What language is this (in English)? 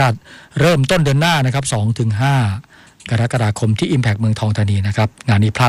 Thai